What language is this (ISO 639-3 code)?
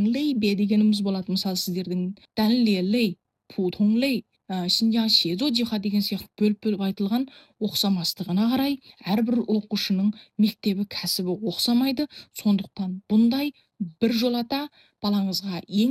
kaz